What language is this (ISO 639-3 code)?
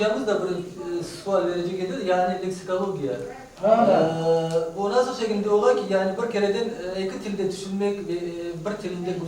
crh